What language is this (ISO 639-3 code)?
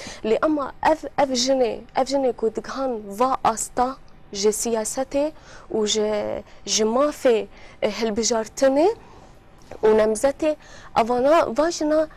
kur